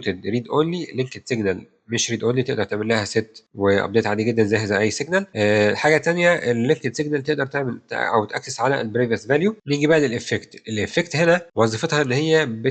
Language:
Egyptian Arabic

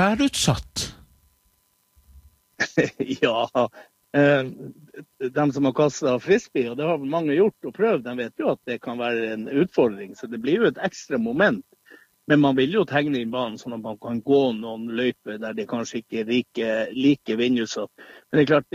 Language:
Norwegian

